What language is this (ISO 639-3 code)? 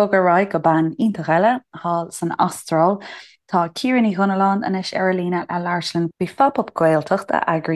gle